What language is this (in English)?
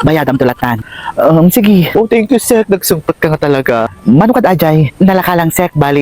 Iloko